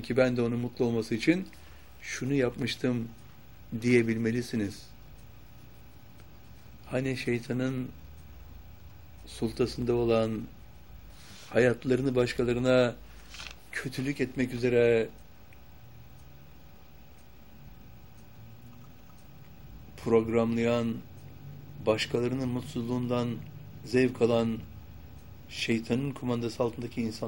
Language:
Turkish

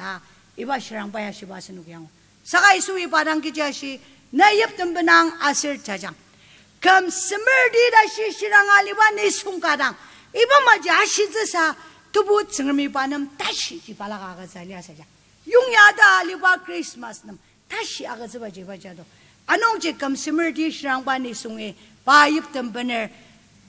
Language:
Ao Naga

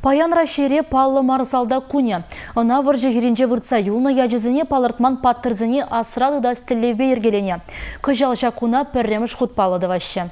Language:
Chuvash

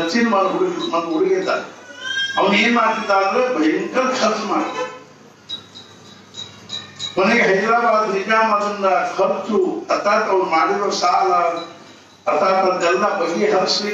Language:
Kannada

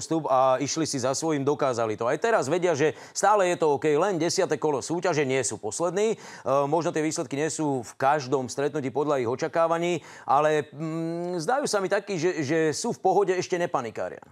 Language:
Slovak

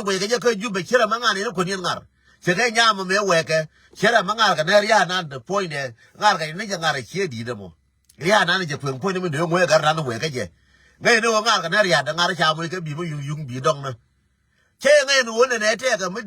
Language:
Nuer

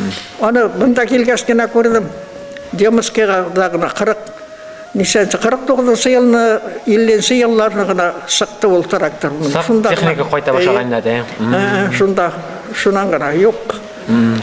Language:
Bashkir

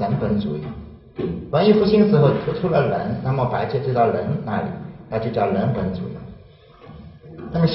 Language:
Chinese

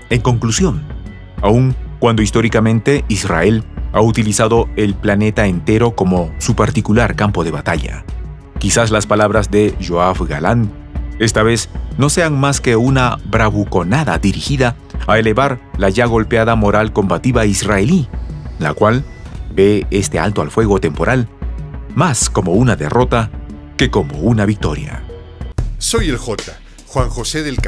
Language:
Spanish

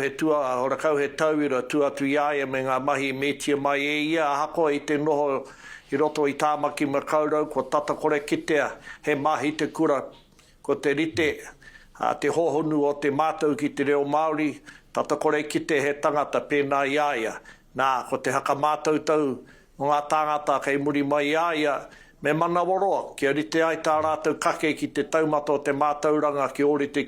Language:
Māori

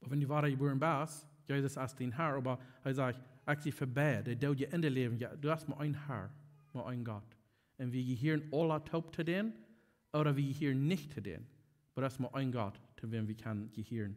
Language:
Plautdietsch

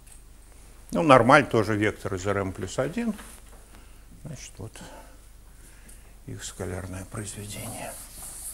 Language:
Russian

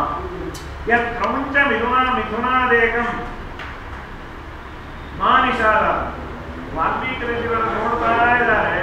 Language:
Kannada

